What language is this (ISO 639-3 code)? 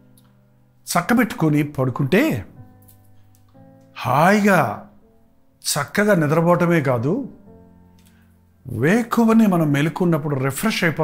tel